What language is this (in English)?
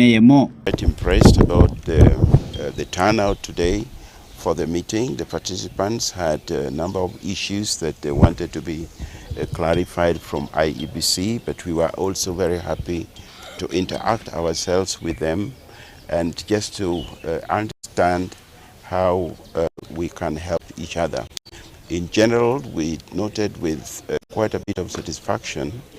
Gusii